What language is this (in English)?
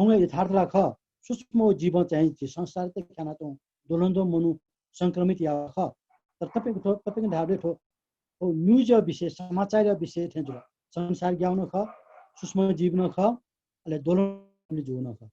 Newari